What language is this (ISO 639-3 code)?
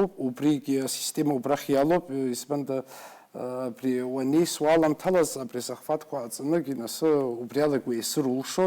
abk